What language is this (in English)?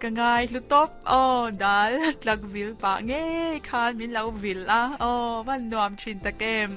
Mizo